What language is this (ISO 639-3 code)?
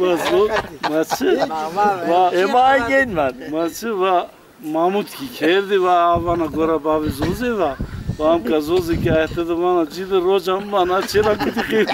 zza